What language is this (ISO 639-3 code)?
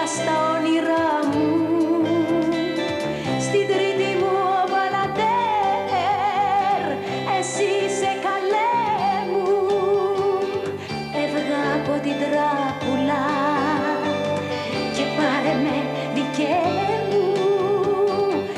ell